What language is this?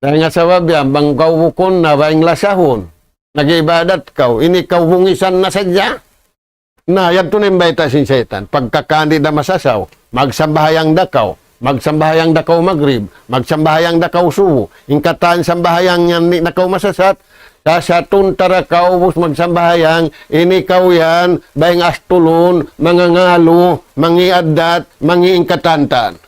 Tausug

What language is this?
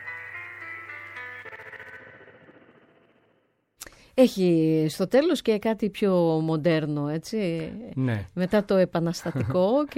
Greek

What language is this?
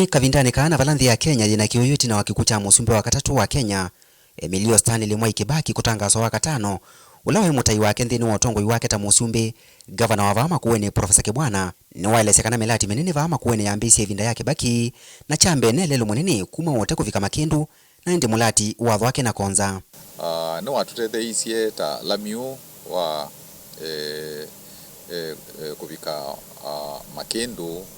Kamba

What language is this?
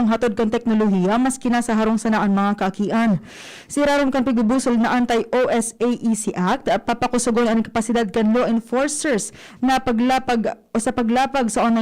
Bikol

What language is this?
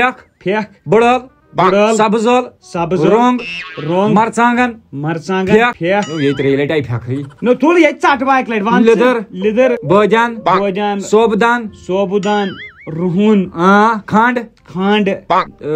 Kashmiri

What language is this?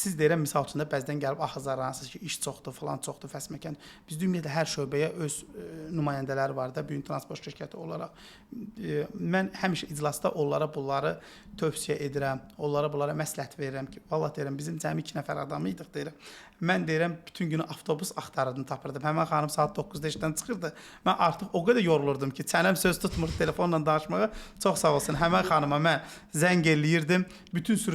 Azerbaijani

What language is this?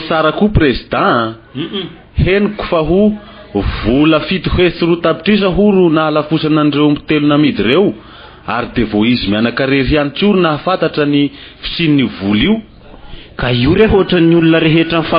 Malagasy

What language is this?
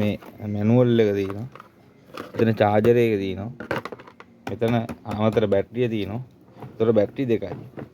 Sinhala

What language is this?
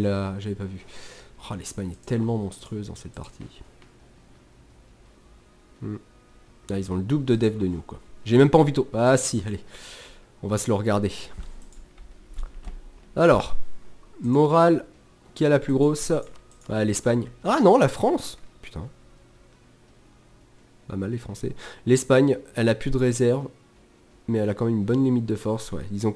French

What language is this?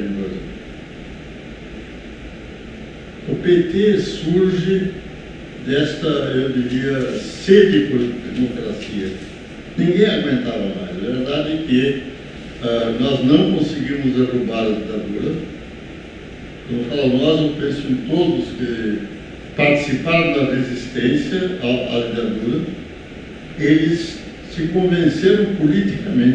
Portuguese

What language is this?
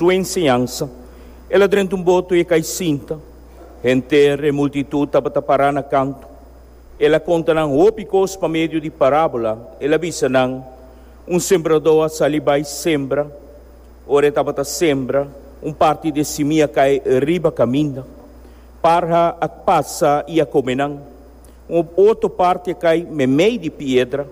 Papiamento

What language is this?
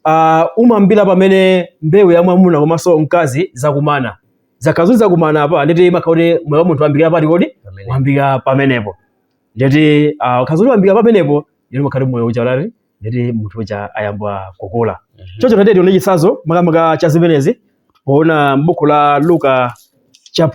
Nyanja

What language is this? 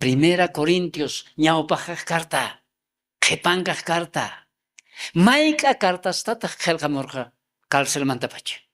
South Bolivian Quechua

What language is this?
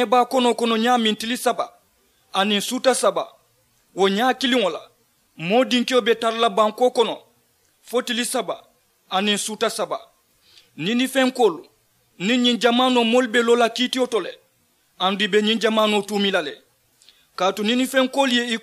Mandingo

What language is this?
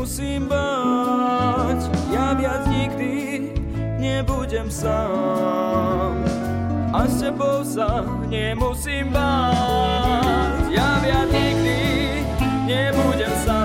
Slovak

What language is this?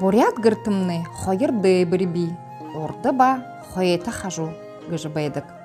Buriat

